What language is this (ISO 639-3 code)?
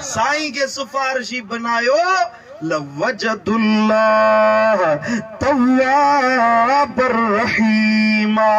snd